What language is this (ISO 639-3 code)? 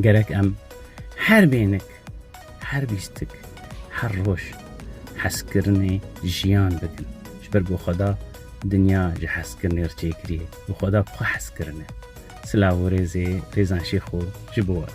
kur